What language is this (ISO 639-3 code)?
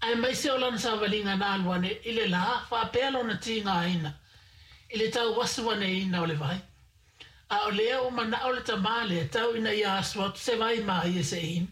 smo